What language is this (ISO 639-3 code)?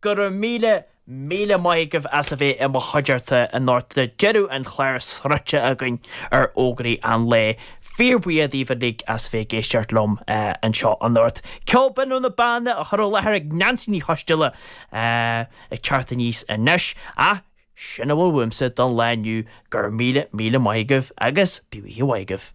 gle